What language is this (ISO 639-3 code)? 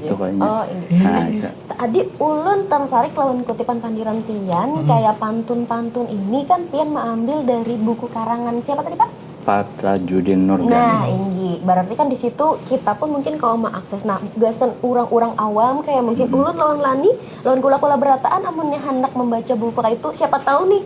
bjn